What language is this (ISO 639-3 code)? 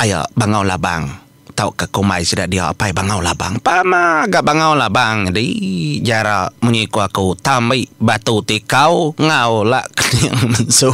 iba